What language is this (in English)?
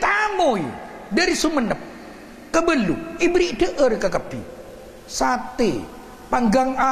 Madurese